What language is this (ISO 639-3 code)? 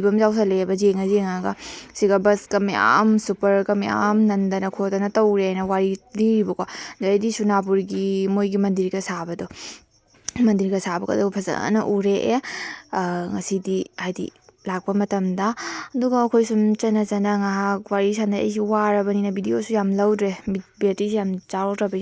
mni